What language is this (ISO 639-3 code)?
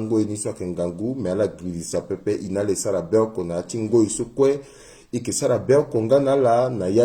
sag